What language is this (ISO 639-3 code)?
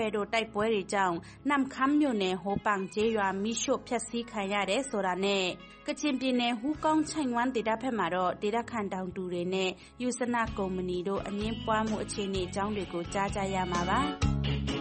mya